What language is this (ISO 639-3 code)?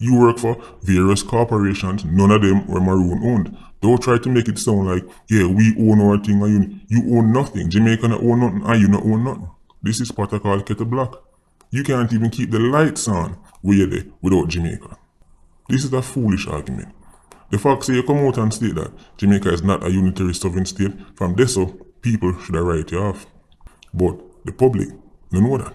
jam